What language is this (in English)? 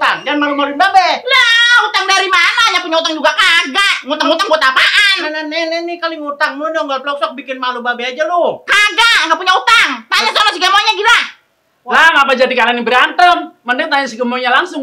Betawi